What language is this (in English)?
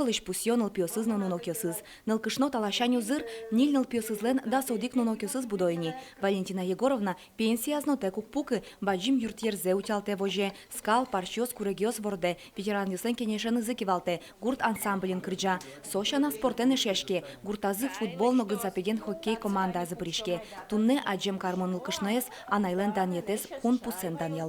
Udmurt